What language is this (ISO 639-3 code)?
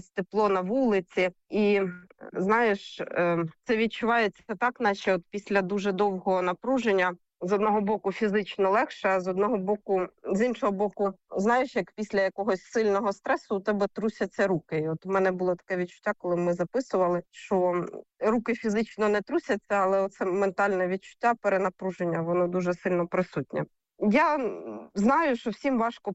ukr